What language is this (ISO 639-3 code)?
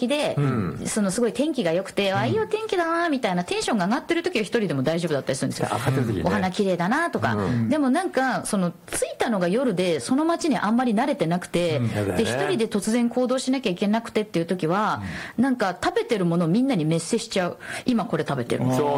jpn